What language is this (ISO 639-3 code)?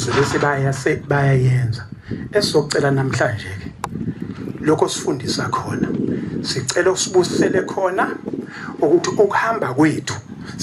zul